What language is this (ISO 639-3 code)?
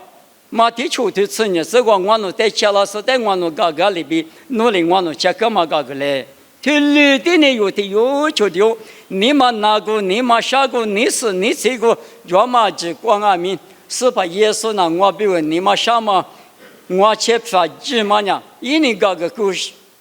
lis